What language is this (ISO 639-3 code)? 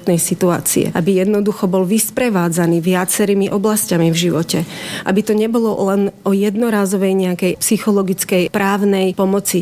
slk